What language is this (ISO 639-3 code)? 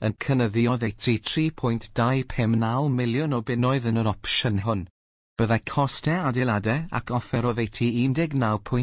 cym